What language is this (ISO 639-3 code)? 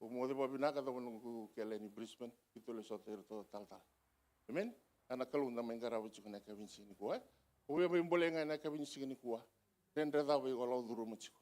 fij